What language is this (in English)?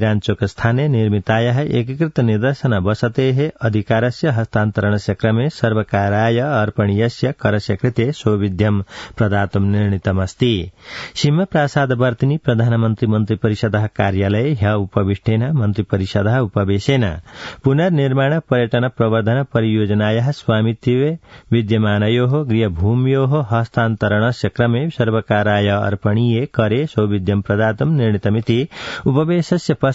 Sanskrit